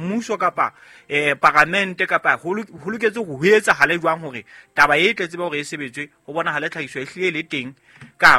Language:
Southern Sotho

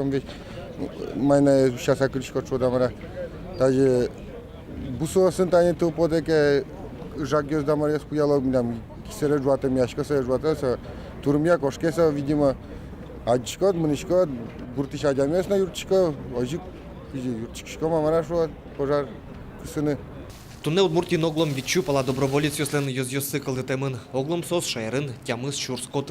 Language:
Udmurt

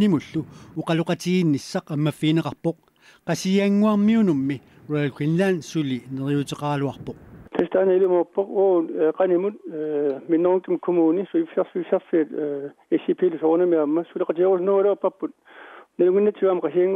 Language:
Kalaallisut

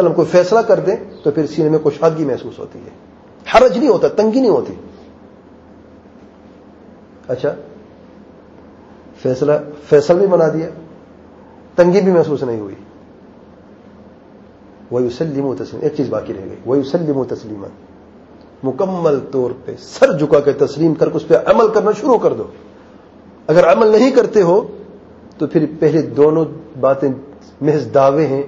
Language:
Urdu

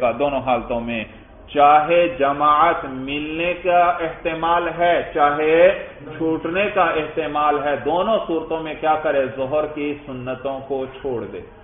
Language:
Urdu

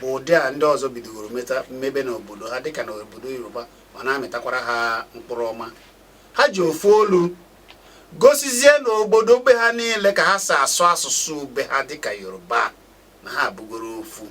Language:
Igbo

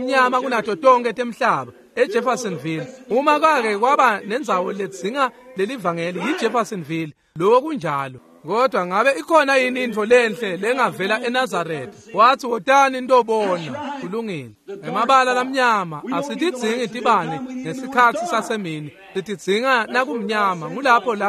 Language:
Swati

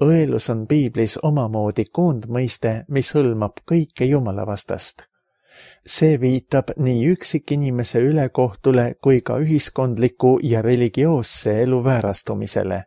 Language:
Estonian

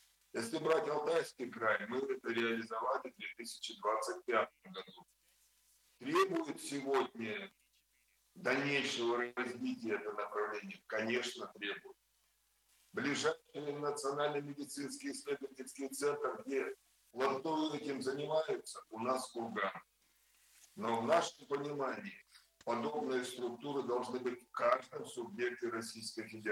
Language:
Russian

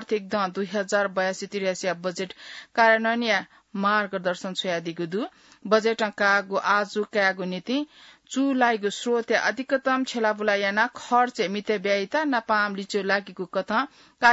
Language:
Newari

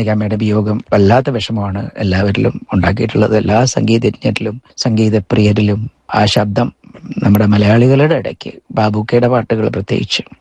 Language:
Malayalam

